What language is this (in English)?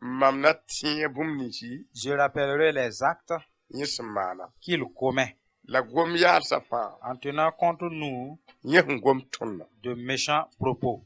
Mossi